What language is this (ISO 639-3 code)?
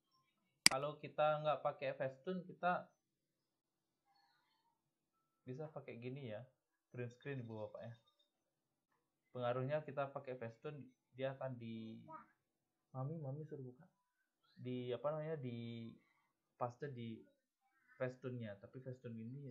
ind